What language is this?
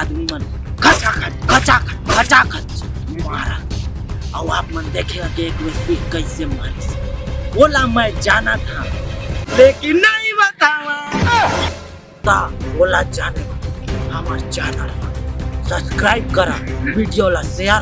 Chhattisgarhi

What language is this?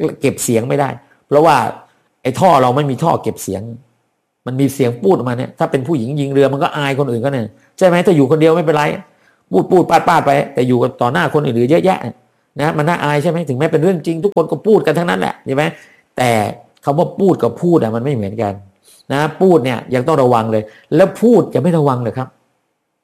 Thai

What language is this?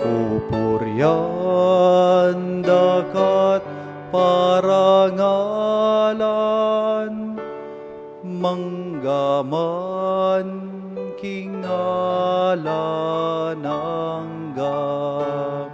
Pampanga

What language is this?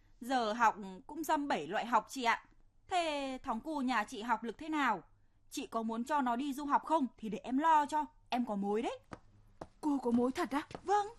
Vietnamese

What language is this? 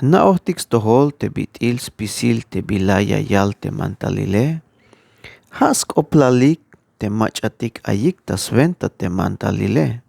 Tzeltal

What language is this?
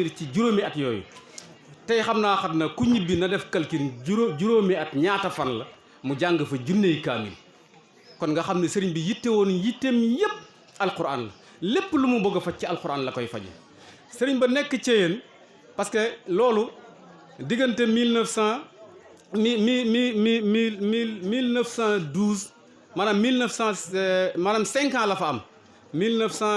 Wolof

